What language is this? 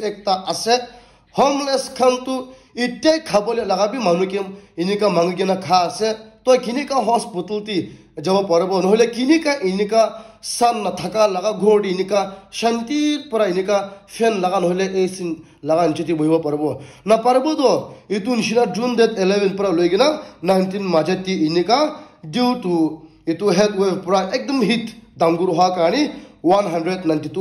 Naga Pidgin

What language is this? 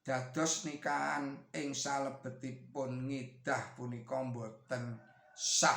Javanese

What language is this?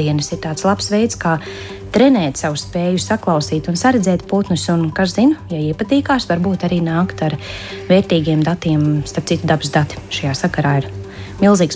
Latvian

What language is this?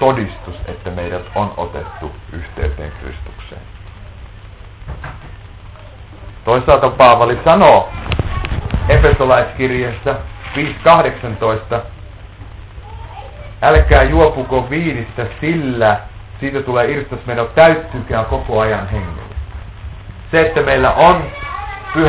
Finnish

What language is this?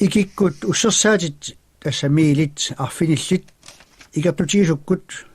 Kalaallisut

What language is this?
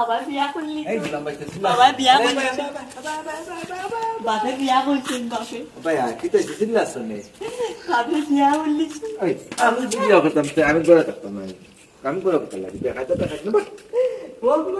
Sylheti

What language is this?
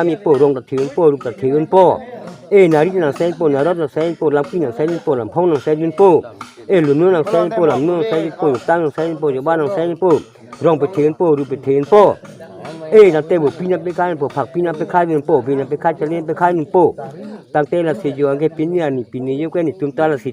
Karbi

